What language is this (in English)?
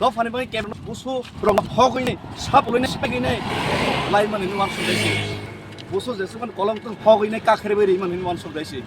Kok Borok